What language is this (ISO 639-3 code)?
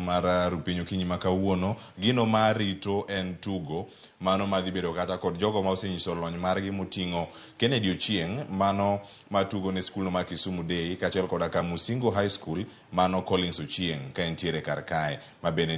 luo